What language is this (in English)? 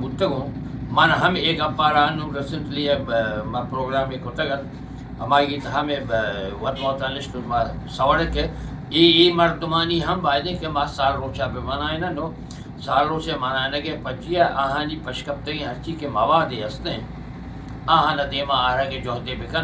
Eastern Balochi